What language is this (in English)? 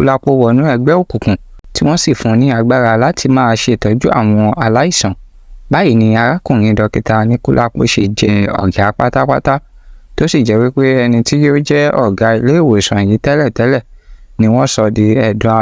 Yoruba